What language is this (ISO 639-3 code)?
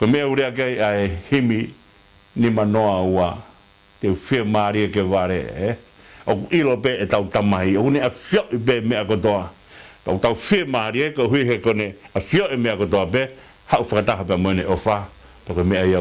ton